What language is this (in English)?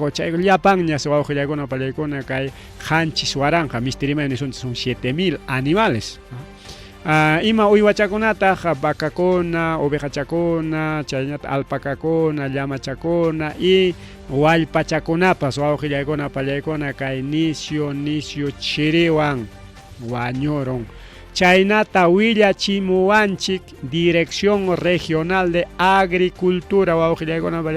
Ayacucho Quechua